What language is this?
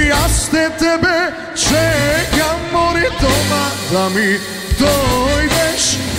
Macedonian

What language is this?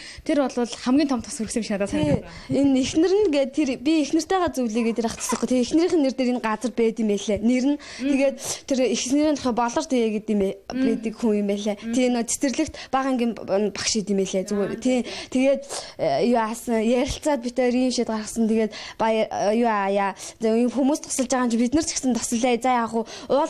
Mongolian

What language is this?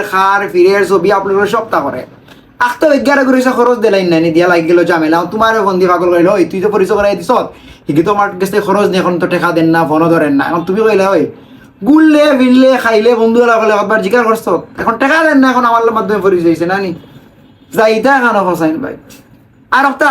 Sylheti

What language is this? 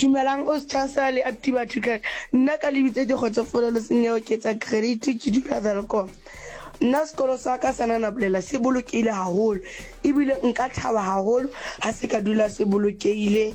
Southern Sotho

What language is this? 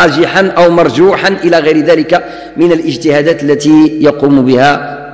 Arabic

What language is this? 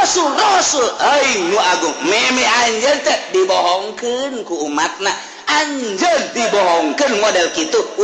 Sundanese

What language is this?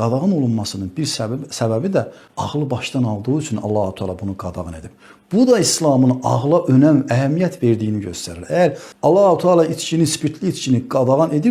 Azerbaijani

